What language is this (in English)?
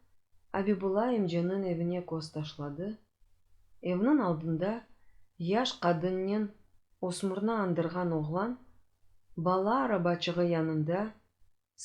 Crimean Tatar